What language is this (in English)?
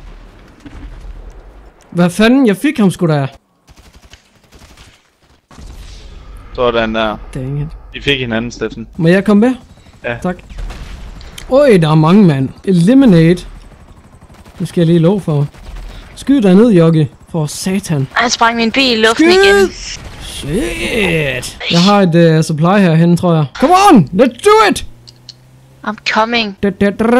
Danish